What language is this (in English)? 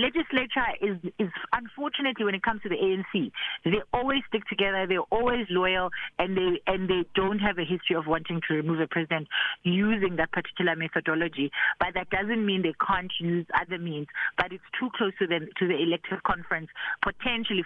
English